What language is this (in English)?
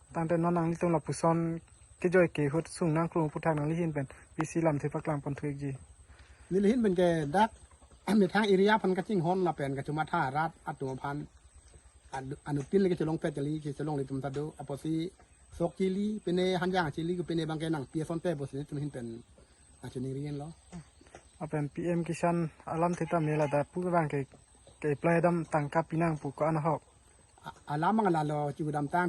Karbi